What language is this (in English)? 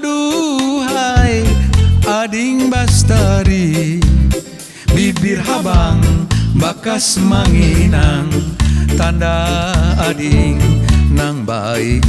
Banjar